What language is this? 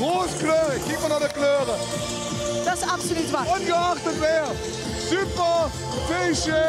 Limburgish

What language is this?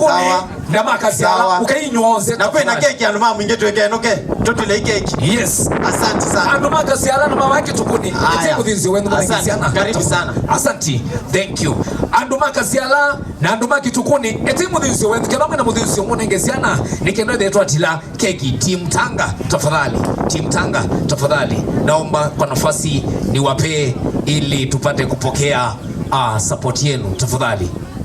Kamba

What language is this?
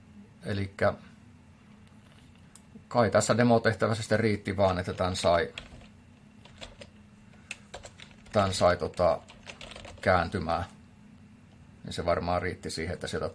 Finnish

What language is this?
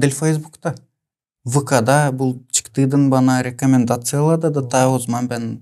Gagauz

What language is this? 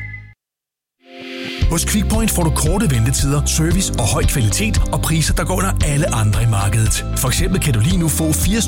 Danish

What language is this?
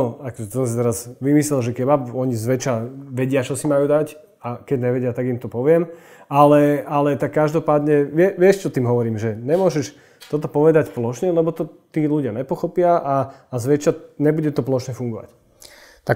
Slovak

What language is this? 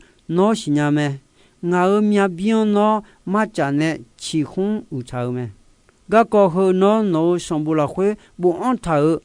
Akha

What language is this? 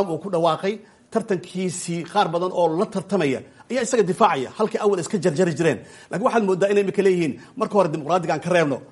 Somali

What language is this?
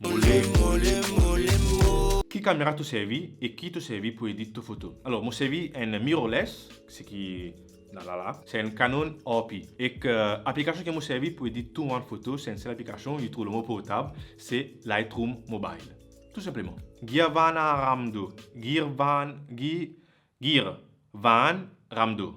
Morisyen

